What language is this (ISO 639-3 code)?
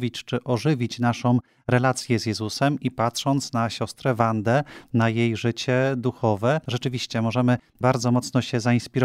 pol